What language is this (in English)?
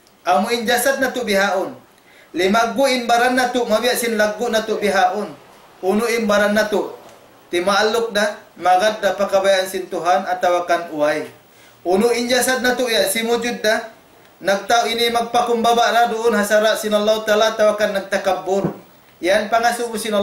Tausug